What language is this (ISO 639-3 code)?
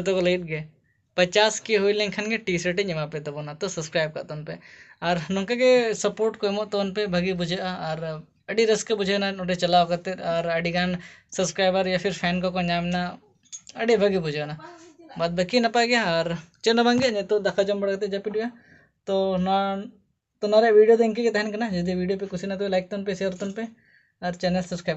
sat